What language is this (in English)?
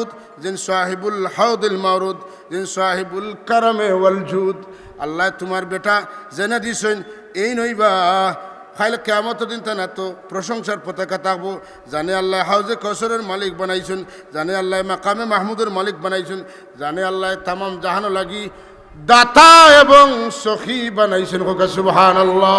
Sylheti